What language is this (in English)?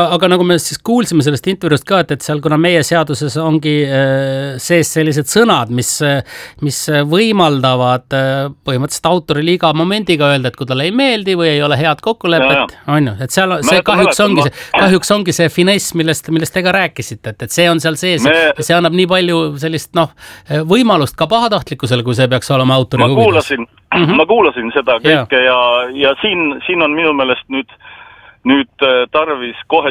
Estonian